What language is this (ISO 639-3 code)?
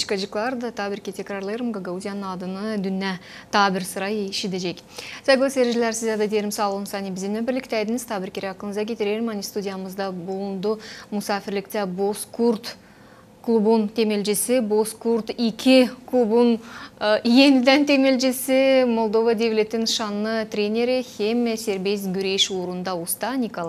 gag